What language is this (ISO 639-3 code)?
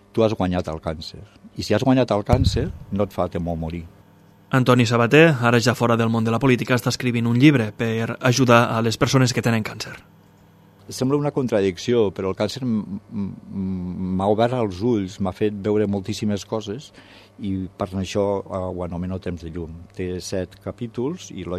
cat